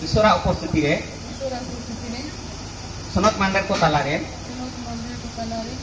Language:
Santali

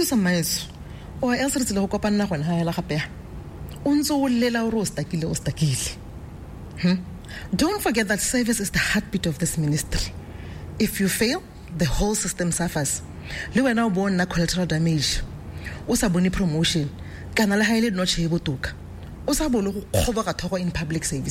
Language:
Tswana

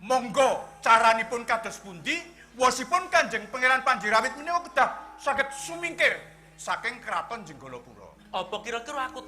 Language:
Javanese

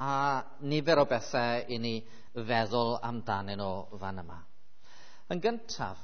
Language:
Welsh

